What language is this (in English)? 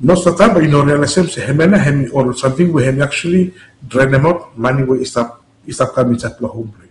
Bislama